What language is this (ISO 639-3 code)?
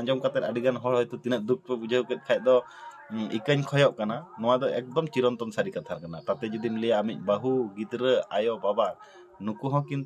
sat